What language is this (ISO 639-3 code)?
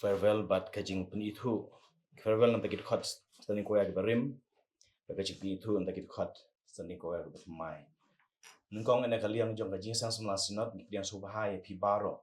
kha